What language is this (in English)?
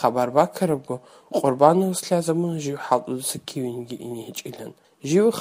Avaric